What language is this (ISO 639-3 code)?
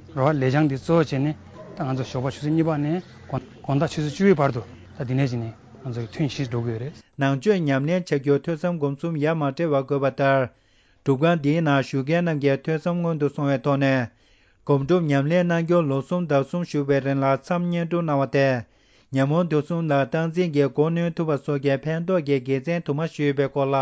bod